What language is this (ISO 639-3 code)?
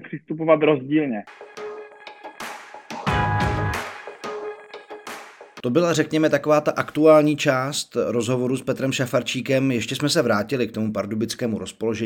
ces